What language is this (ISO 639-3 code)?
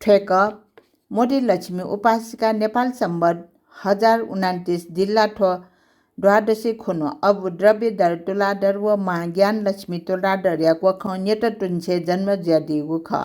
new